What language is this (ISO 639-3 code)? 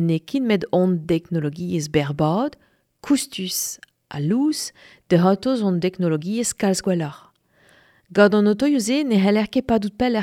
bre